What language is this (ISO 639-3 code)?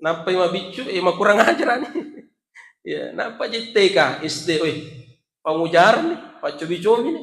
bug